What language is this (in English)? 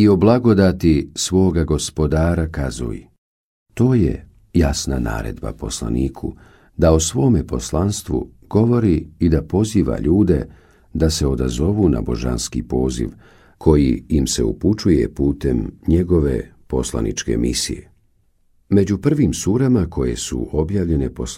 Bosnian